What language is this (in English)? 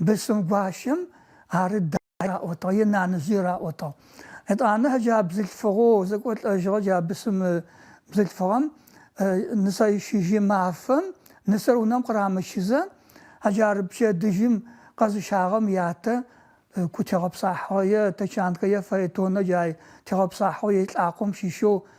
Adyghe